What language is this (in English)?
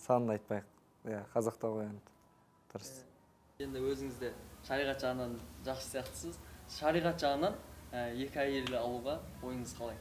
Kazakh